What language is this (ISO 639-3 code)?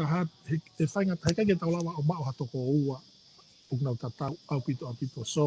ton